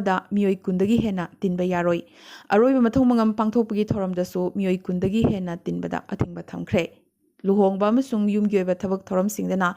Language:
Manipuri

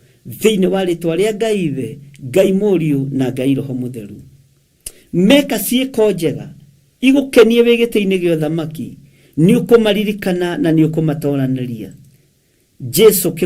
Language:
Kikuyu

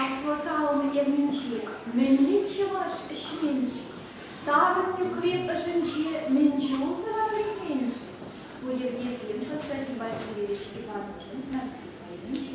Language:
Chuvash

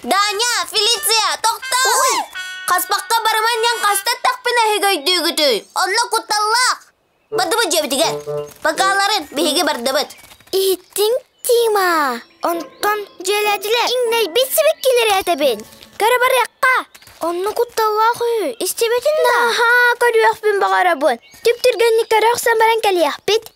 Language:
Yakut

